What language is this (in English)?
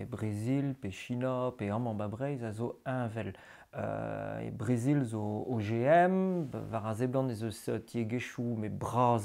Breton